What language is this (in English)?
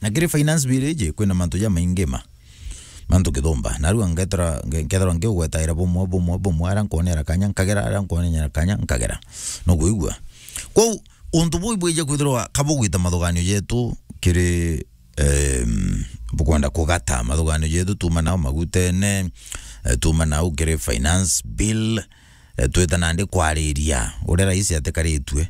Meru